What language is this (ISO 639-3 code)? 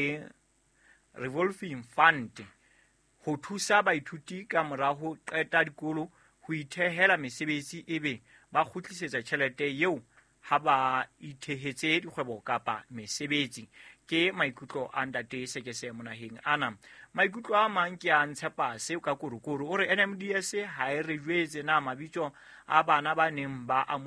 sot